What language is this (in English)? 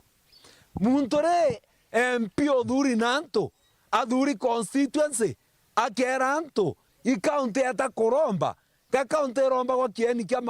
Meru